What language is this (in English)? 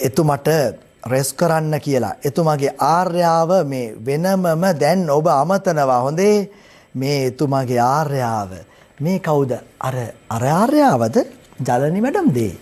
Sinhala